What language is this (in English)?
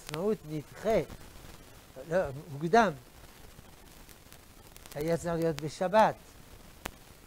Hebrew